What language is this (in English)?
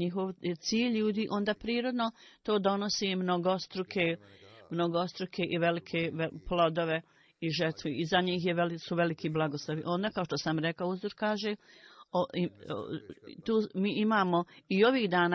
Bosnian